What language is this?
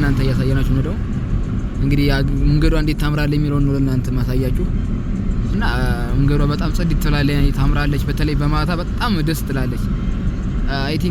Amharic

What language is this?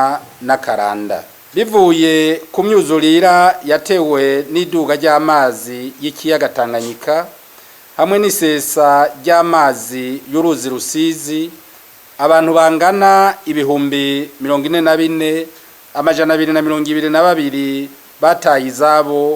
Rundi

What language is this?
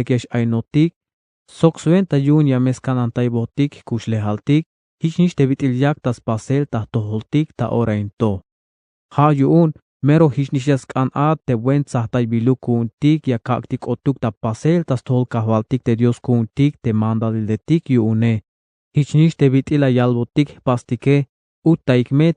Tzeltal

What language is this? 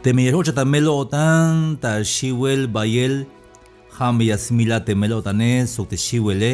Tzeltal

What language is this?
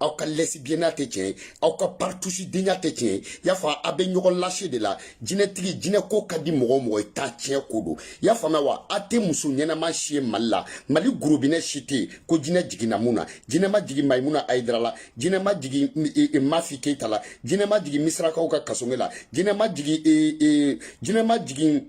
Bambara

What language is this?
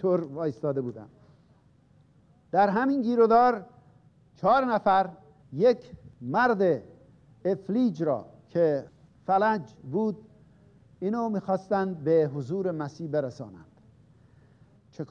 Persian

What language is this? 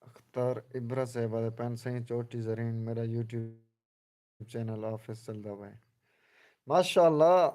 Saraiki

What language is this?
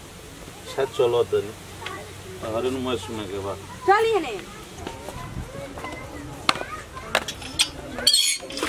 Bhojpuri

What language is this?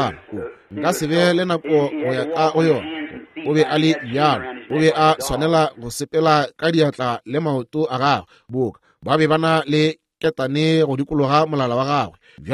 Northern Sotho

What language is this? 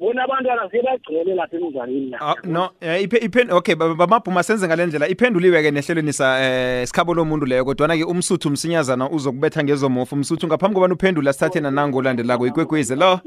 South Ndebele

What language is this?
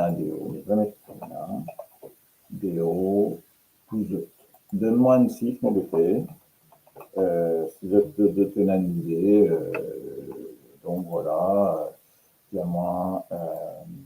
Morisyen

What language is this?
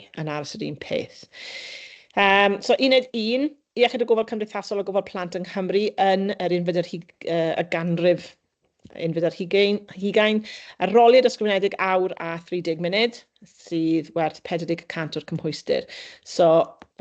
Welsh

